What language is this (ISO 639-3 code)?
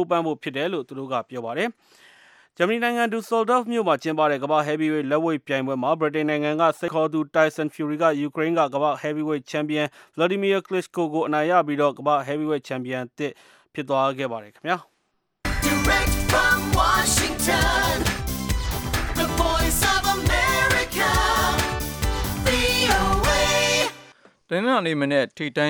mya